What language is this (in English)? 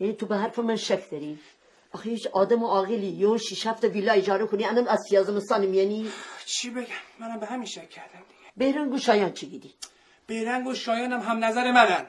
Gilaki